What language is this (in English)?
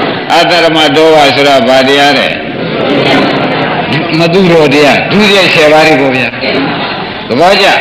Burmese